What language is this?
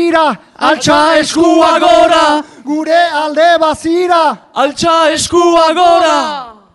Basque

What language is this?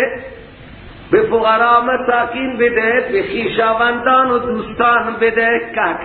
Persian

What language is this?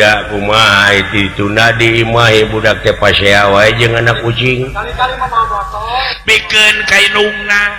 Sundanese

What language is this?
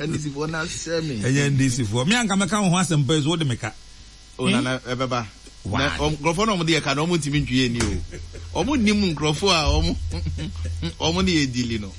Akan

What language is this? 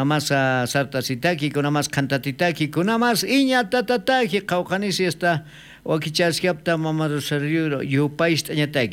South Bolivian Quechua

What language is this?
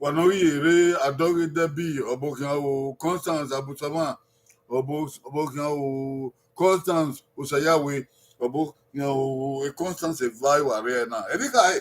Bini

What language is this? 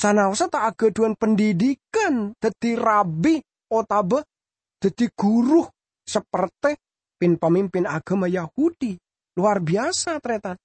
Madurese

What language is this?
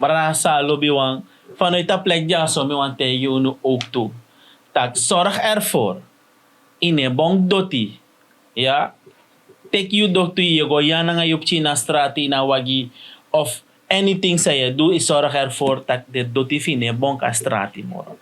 Sranan Tongo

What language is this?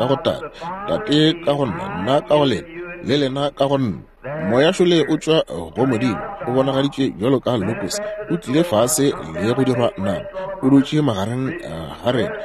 Northern Sotho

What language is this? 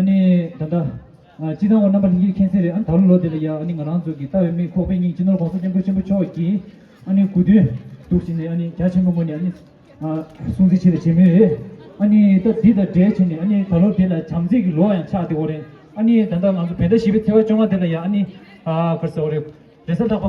Tibetan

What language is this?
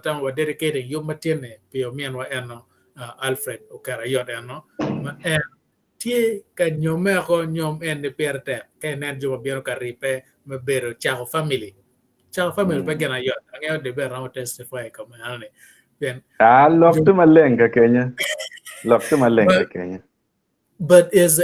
Acoli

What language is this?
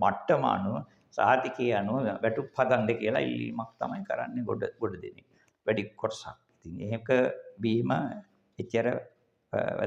Sinhala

